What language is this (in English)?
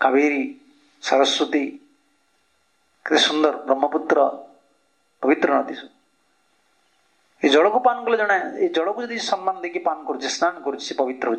Odia